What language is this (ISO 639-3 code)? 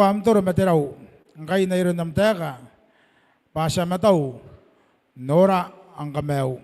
gil